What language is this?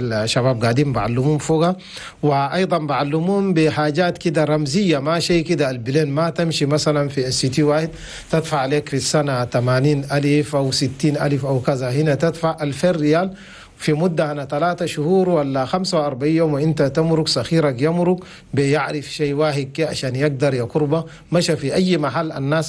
Chadian Arabic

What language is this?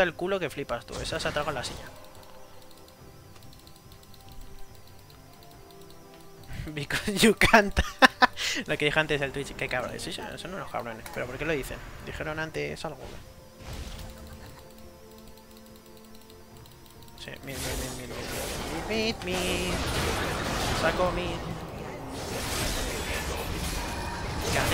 Spanish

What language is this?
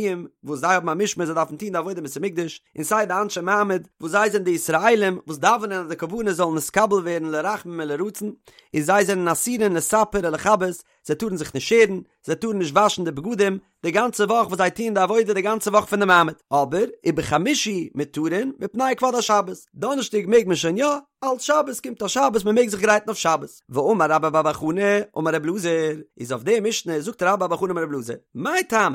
Yiddish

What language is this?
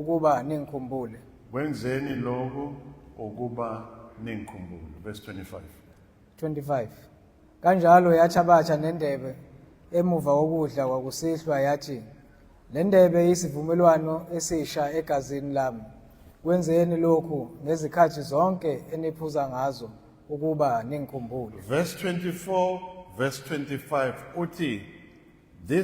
Zulu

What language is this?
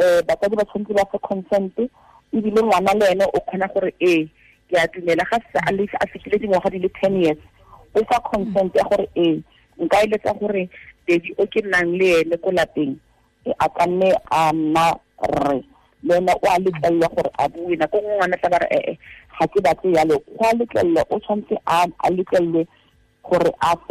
Tswana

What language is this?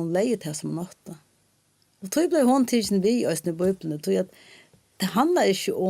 Faroese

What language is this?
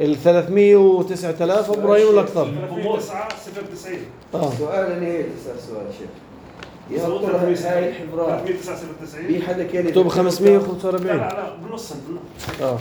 North Levantine Arabic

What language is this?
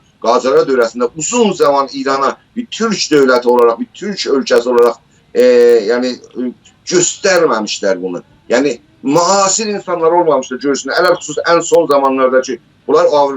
South Azerbaijani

